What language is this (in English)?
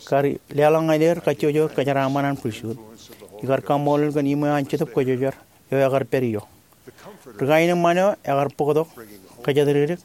Marshallese